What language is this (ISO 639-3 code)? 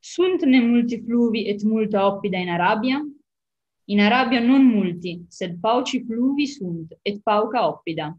lat